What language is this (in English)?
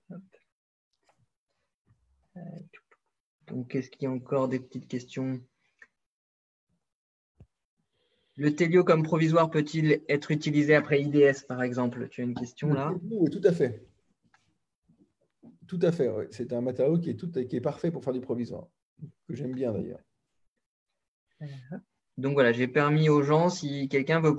French